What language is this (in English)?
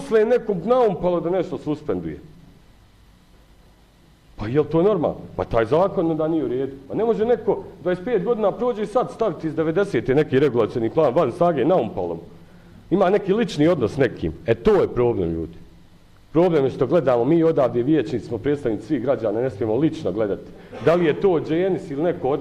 Bosnian